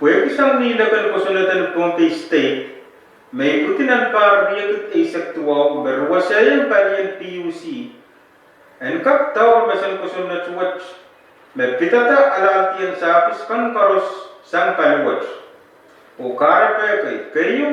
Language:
Pohnpeian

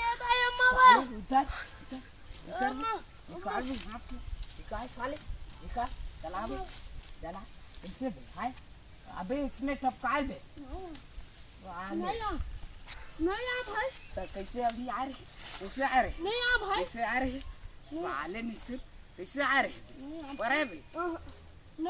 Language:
Chhattisgarhi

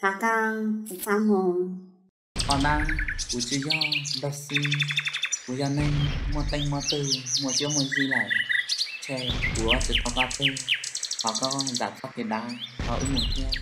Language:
Hmong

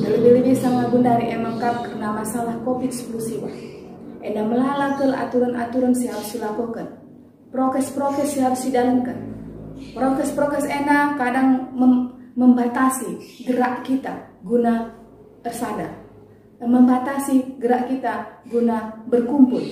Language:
Batak Karo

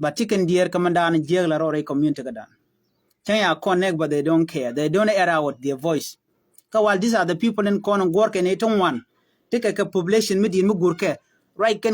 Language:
Nuer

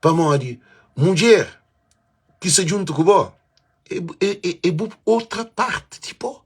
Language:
Kabuverdianu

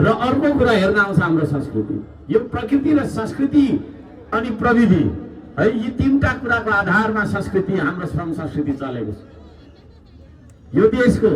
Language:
Nepali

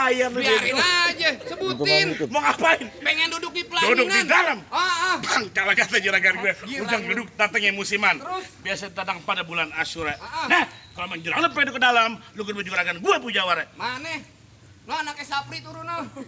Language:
Betawi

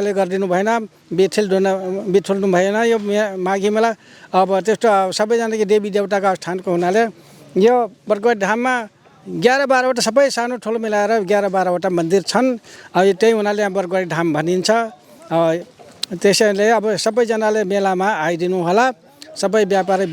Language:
Nepali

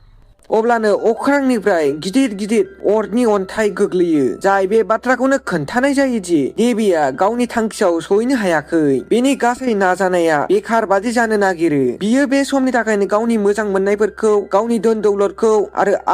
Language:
Bodo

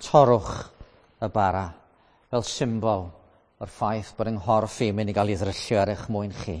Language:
Welsh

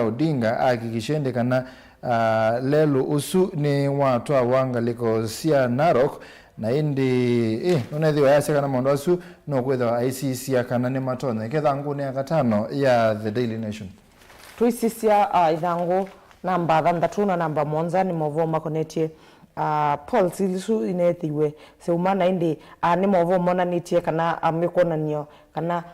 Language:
Kamba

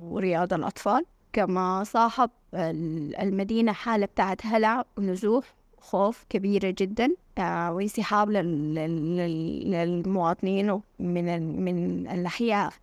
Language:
Sudanese Arabic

